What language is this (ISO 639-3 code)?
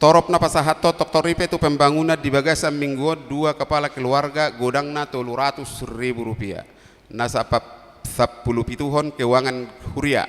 bbc